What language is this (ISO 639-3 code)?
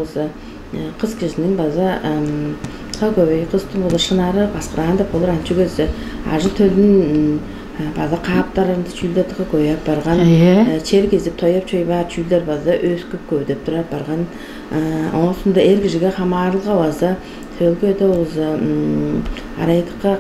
tyv